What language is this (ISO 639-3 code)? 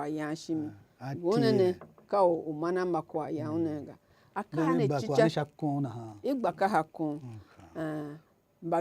tiv